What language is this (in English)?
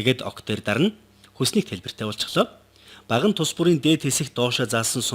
Mongolian